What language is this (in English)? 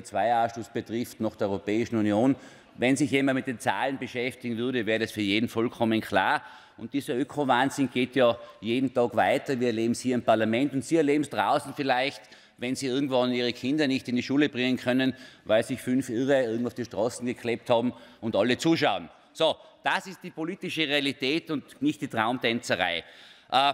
German